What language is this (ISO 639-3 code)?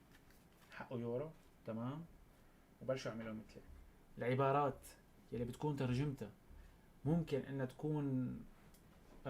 apc